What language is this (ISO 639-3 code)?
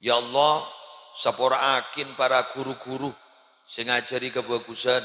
mad